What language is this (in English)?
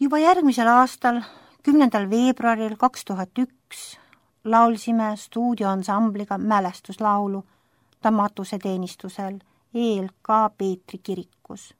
Estonian